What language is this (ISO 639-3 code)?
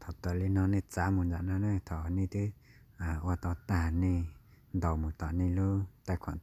hmn